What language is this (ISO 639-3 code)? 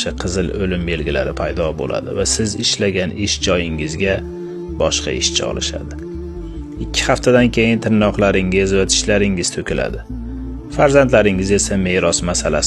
uzb